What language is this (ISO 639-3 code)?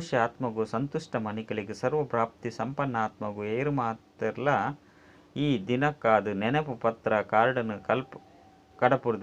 tcy